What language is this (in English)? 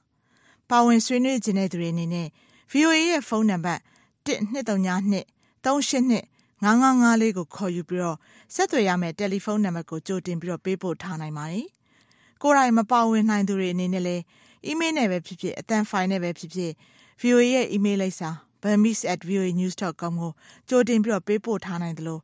Burmese